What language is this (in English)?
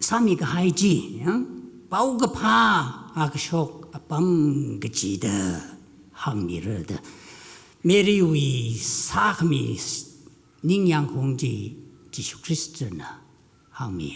Tangkhul Naga (India)